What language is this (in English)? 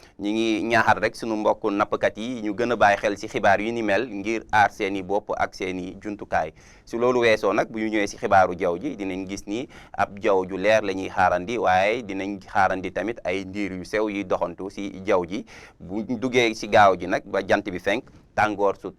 Wolof